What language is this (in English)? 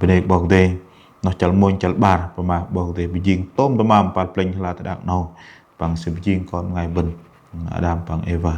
Bahnar